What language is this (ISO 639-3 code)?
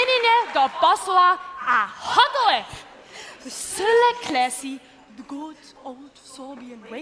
hsb